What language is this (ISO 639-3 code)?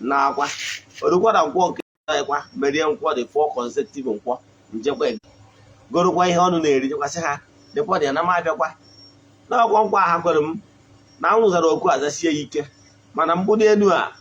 ibo